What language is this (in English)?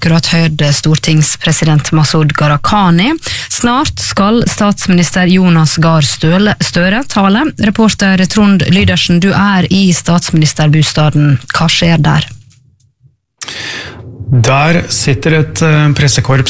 Norwegian